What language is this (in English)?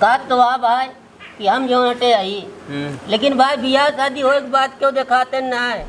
Awadhi